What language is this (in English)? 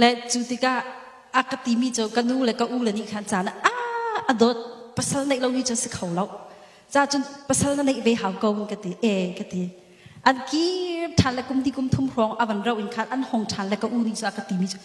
Hakha Chin